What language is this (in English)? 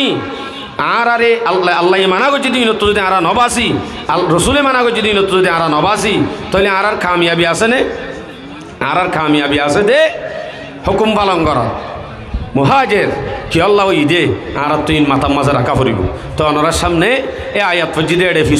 Rohingya